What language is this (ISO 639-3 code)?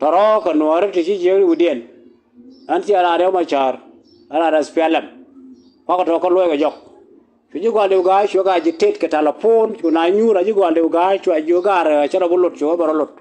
nus